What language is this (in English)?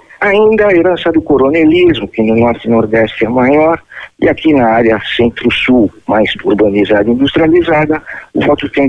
Portuguese